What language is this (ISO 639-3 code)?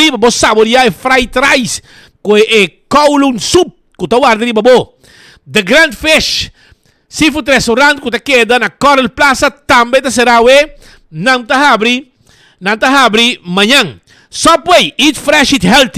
pap